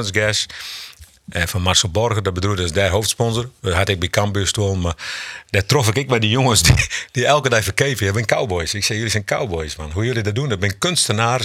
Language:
Western Frisian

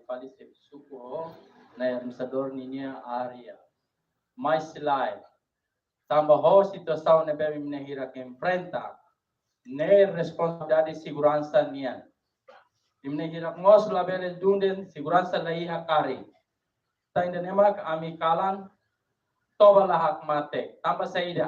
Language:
Tetum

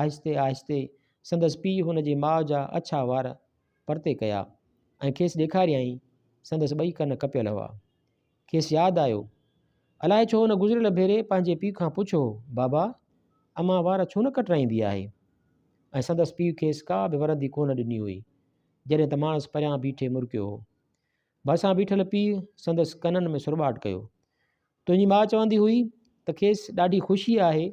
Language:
Sindhi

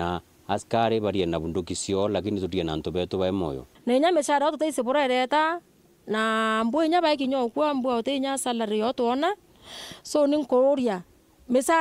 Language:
Meru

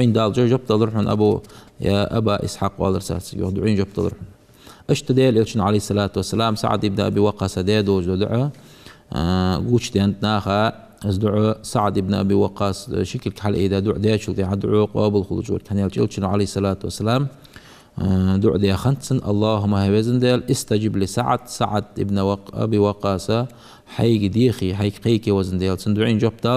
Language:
Ingush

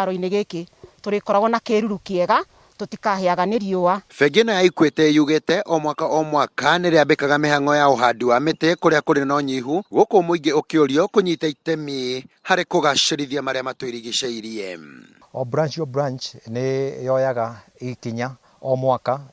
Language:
Kikuyu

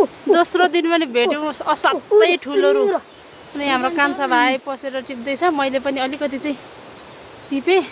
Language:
Nepali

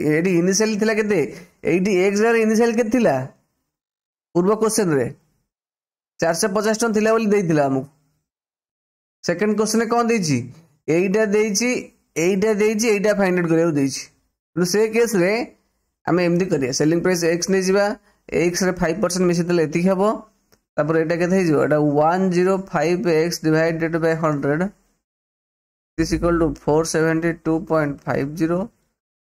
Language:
Odia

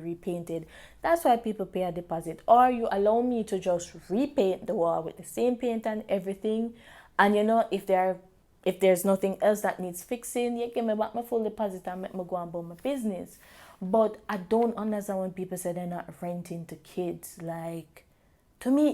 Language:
Jamaican Creole English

